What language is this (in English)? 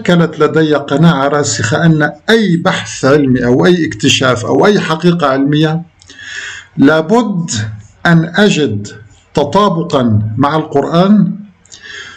Arabic